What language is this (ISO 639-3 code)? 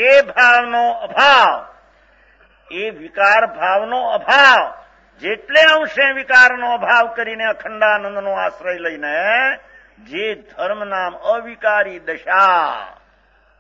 guj